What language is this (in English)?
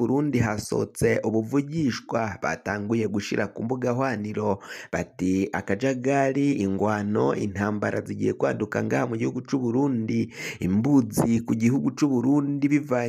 Rundi